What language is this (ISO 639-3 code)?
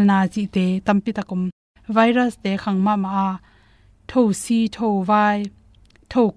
ctd